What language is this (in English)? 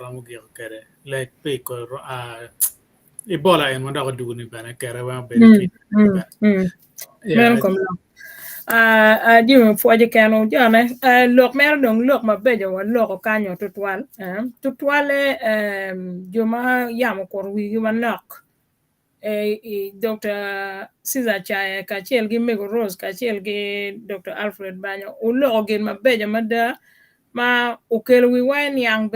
Acoli